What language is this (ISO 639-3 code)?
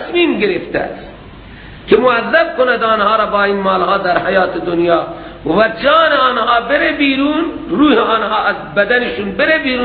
fas